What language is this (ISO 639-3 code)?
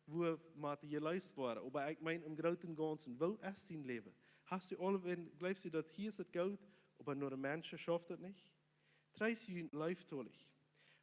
pdt